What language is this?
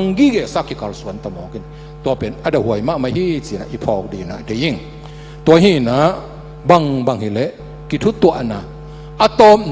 Tedim Chin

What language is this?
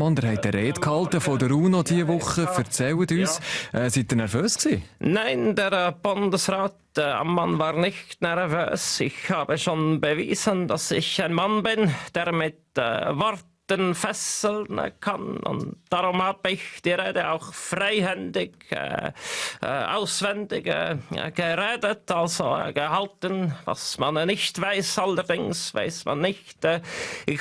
Swiss German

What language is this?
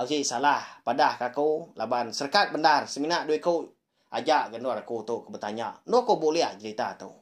Iban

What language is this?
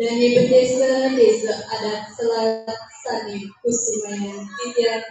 Balinese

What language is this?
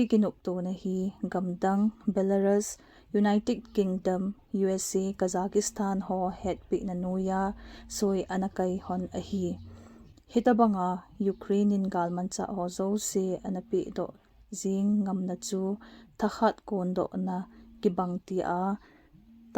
Thado Chin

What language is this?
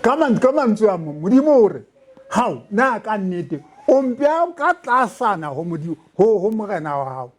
Southern Sotho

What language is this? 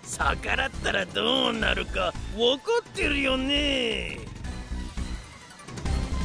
Japanese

